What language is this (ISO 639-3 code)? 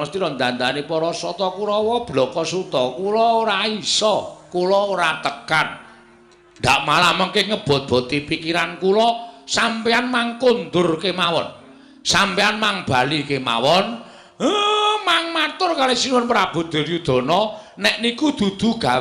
jav